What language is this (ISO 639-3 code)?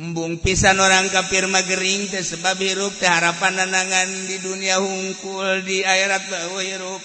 sun